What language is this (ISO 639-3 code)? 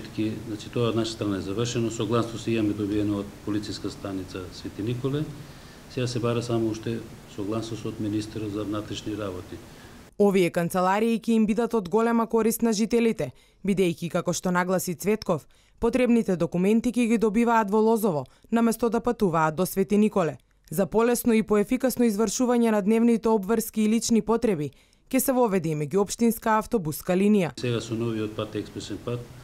mkd